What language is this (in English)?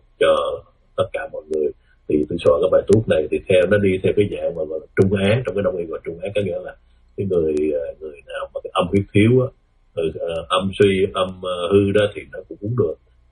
Vietnamese